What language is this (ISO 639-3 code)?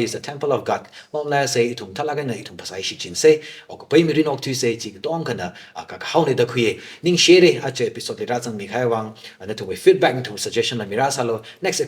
nmf